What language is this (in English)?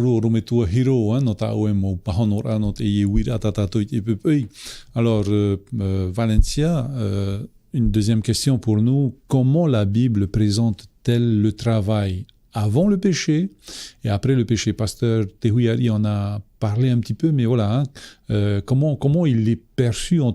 Tahitian